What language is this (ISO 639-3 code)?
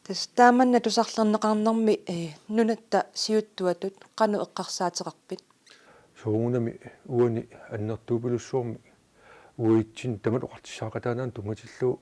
kal